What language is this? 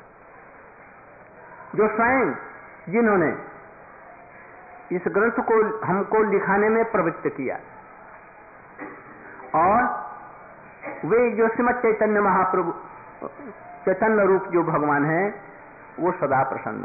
Hindi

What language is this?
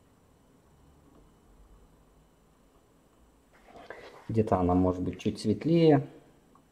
Russian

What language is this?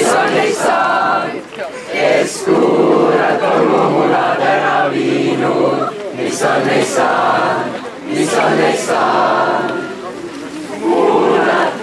Estonian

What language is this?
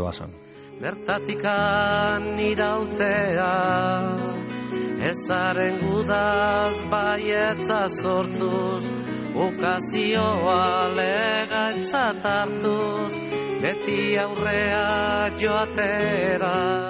Basque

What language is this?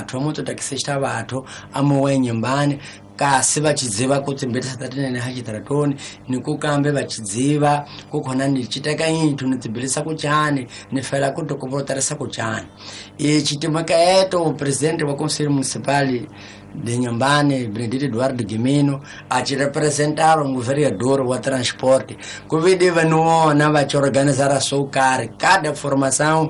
Tsonga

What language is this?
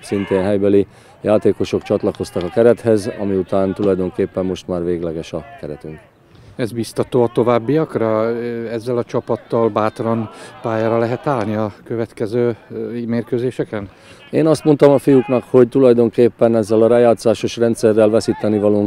Hungarian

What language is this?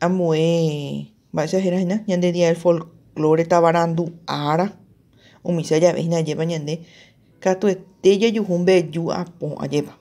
Guarani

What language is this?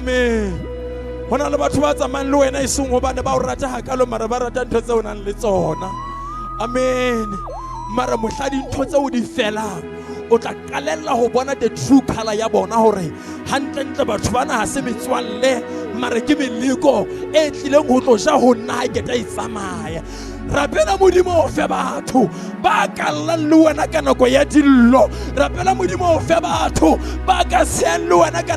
Southern Sotho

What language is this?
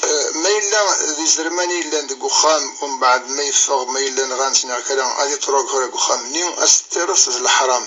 Kabyle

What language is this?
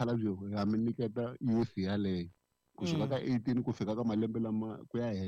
Tsonga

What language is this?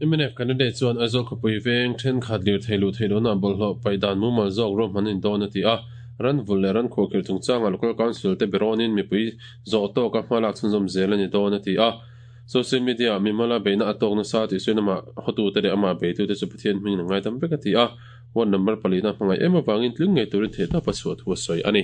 Mizo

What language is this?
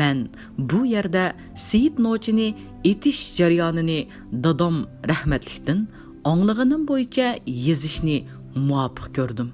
Uyghur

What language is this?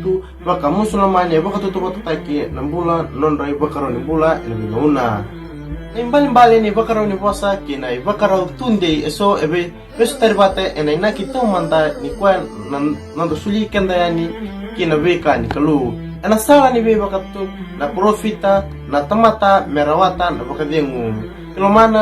Fijian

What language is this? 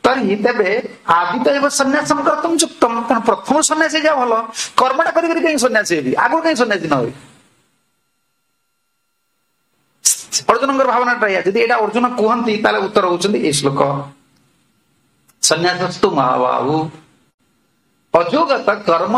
Odia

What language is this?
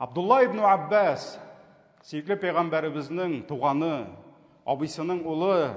Tatar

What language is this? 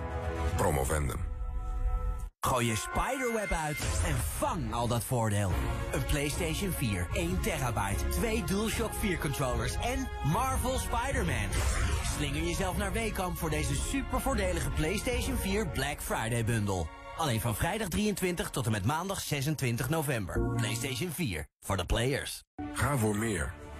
Dutch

